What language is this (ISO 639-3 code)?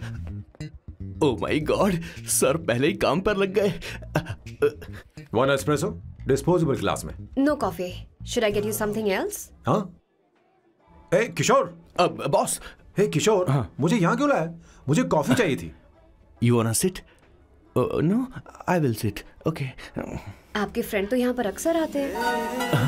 hin